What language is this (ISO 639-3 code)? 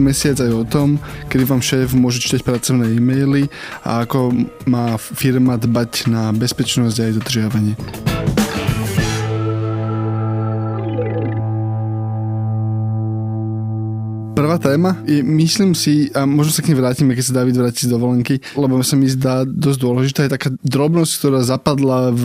slk